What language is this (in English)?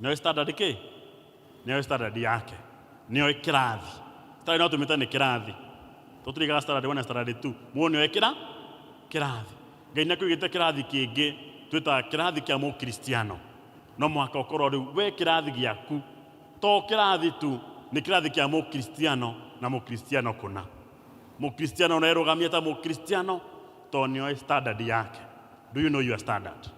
Kikuyu